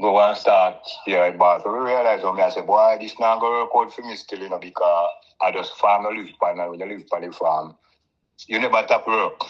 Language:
Jamaican Creole English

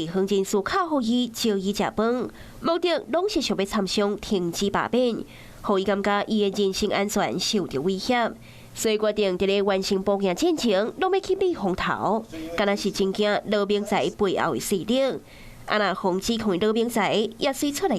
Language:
Min Nan Chinese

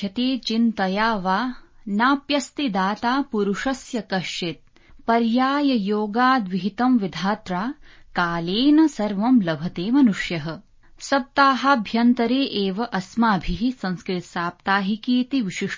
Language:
Sanskrit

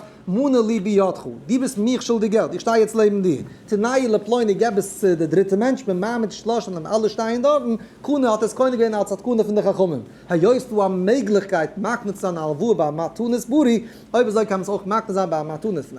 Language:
Yiddish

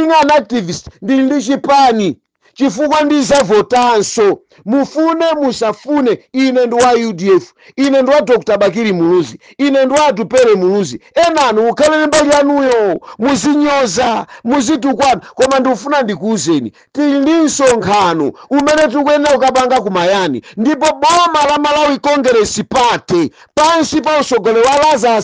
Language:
Nyanja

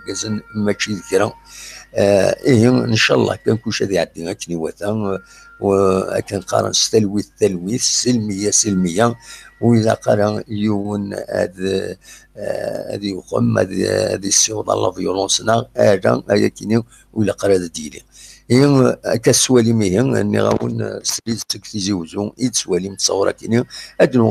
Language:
Kabyle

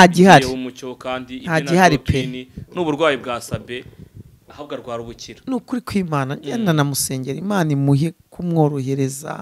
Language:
Kinyarwanda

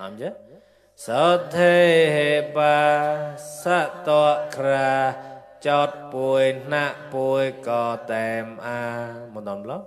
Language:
Mon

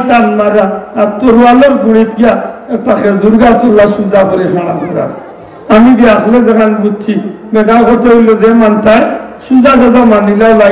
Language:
Sylheti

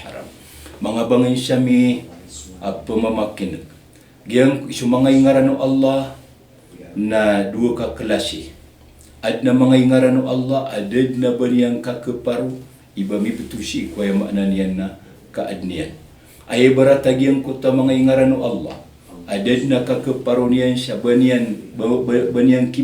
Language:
Maranao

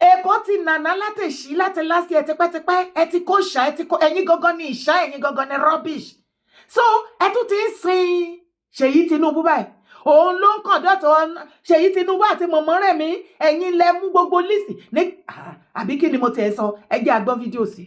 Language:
Yoruba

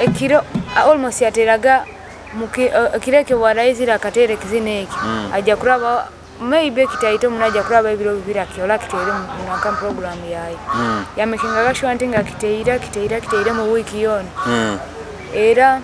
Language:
Nyoro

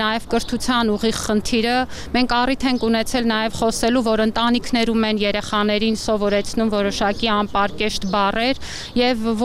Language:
Armenian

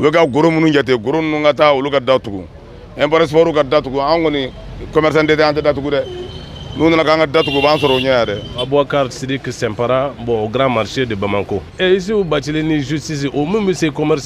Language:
Bambara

